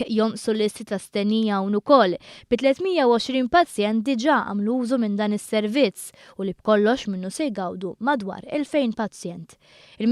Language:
Maltese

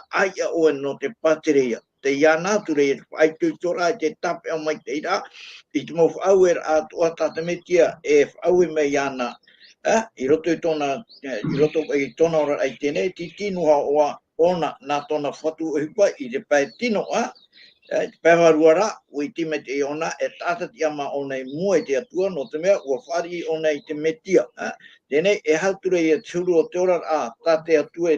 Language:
Tahitian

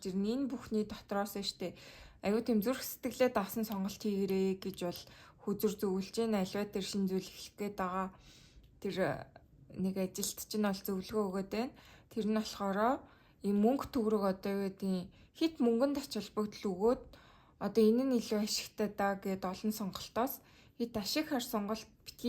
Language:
Mongolian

